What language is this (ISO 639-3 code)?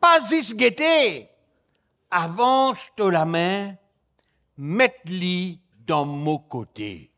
mfe